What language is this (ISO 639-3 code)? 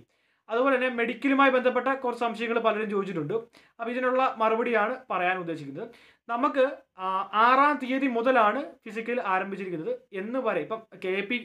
mal